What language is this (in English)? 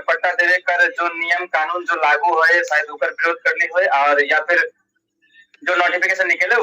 Sadri